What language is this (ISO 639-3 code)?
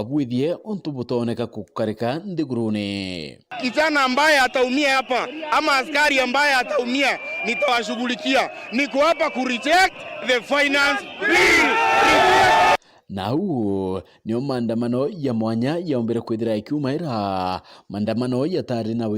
mer